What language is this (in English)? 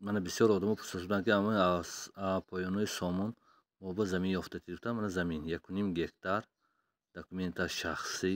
Tajik